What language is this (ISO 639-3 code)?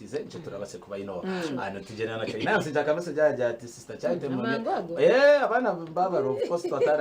nyn